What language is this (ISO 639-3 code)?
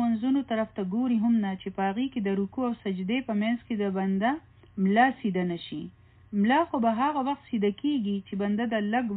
pus